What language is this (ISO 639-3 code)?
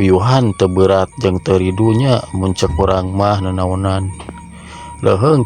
sun